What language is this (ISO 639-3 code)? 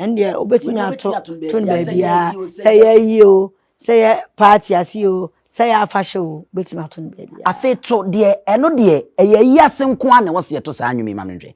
aka